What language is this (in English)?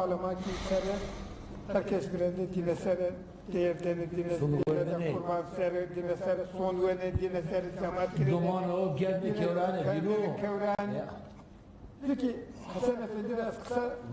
Zaza